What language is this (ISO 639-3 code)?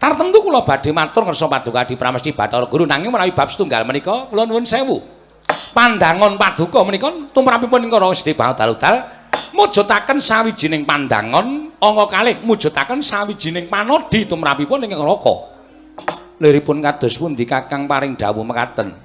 jav